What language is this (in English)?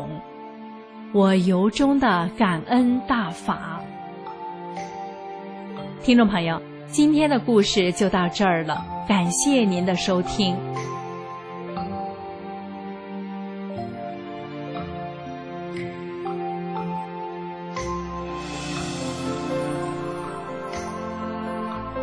Chinese